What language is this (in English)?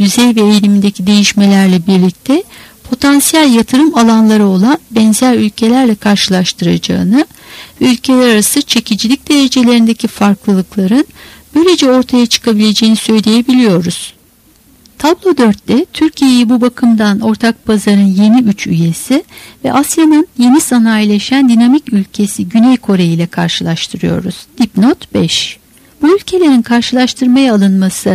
Turkish